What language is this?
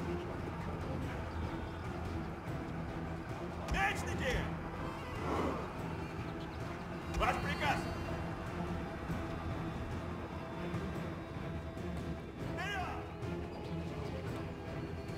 Russian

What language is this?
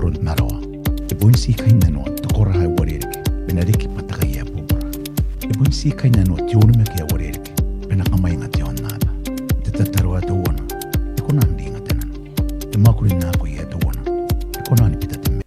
Gilbertese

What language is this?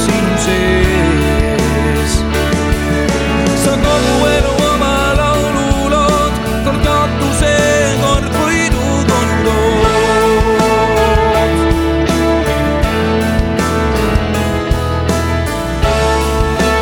Estonian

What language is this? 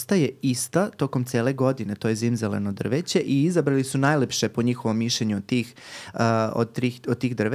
Serbian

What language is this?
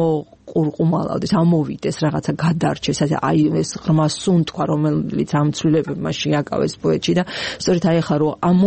Georgian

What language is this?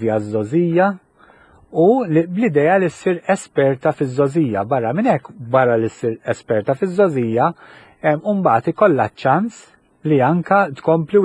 Maltese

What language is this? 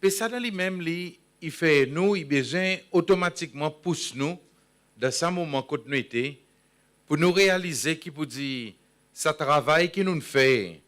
Seselwa Creole French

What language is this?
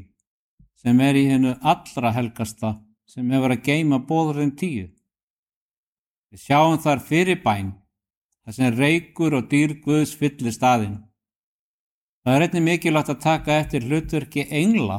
Icelandic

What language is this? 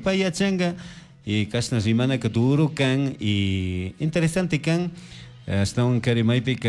Chimborazo Highland Quichua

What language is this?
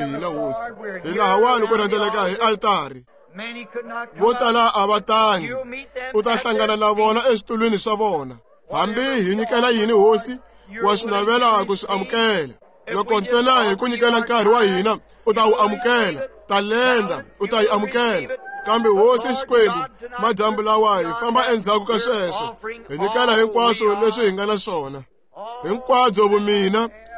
Tsonga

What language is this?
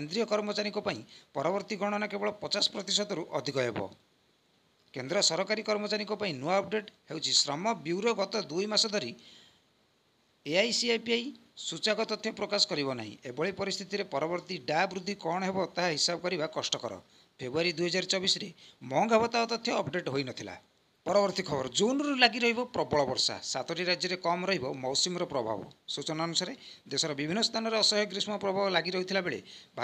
Odia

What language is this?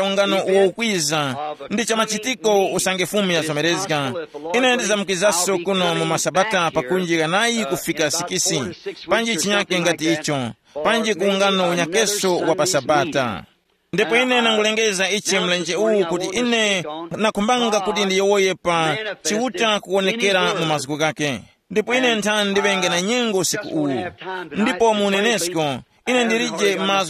Tumbuka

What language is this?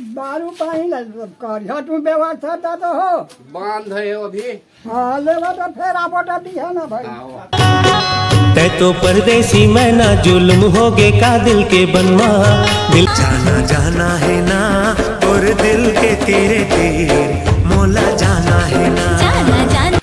Chhattisgarhi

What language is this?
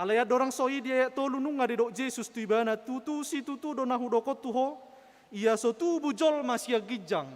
Batak Toba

